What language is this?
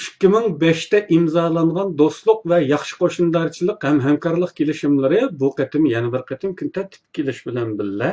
Uyghur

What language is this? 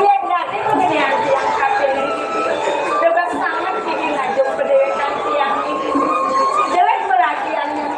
Balinese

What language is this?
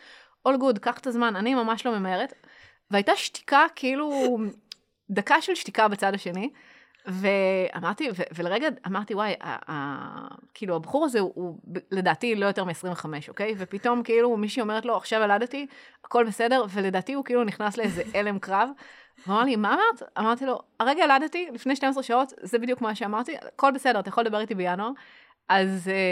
Hebrew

